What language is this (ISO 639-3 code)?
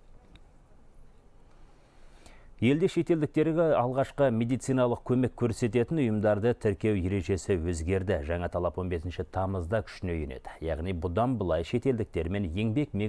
kaz